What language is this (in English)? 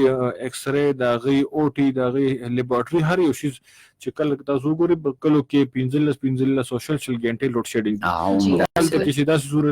Pashto